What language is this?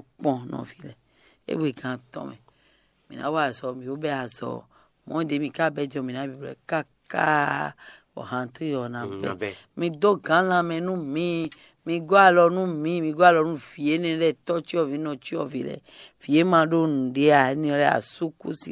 Fon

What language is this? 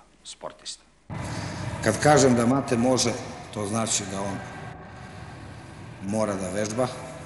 Serbian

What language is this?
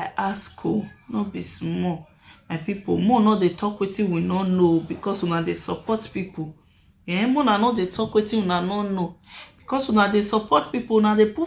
Nigerian Pidgin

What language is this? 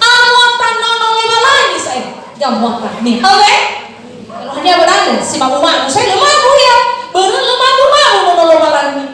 Nias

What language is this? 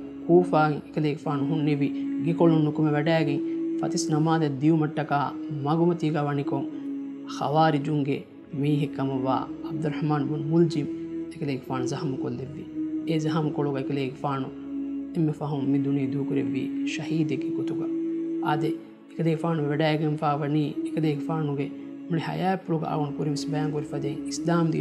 Divehi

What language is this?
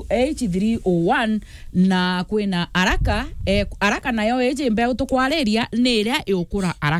Meru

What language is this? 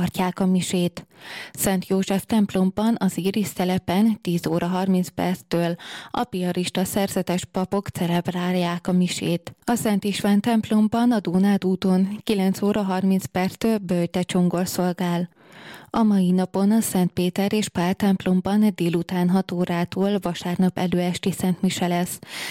Hungarian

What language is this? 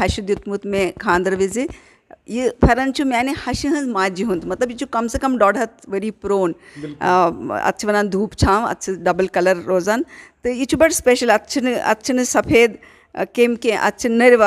Kashmiri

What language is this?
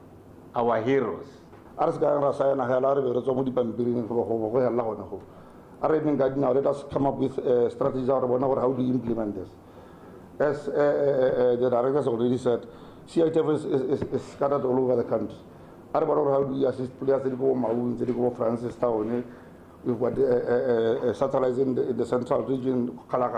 Tswana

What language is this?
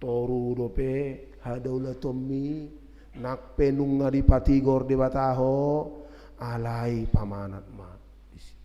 Batak Toba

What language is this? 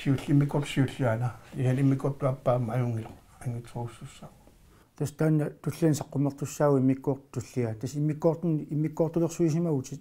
Kalaallisut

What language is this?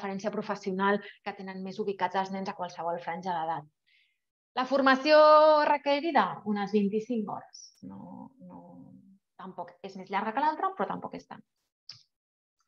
Catalan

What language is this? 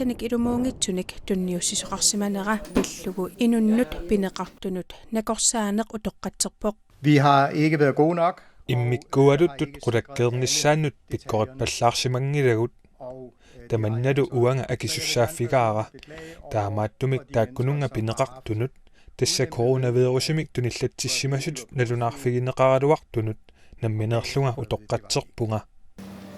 Kalaallisut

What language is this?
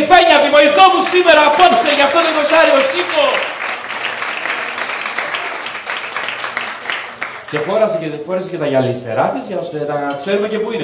Greek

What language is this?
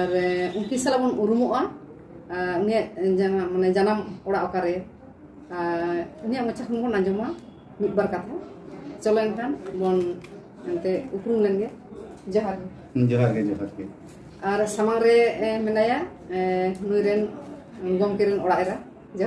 Santali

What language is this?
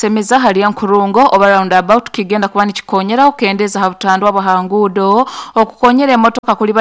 Nyoro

